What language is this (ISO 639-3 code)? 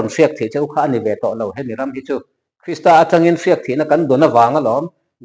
lus